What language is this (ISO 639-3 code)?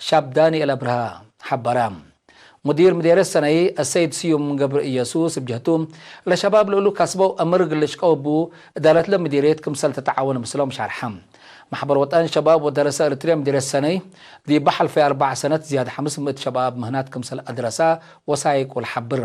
tig